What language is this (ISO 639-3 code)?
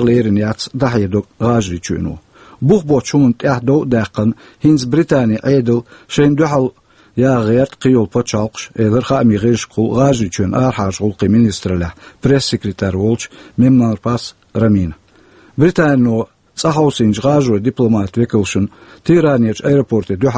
che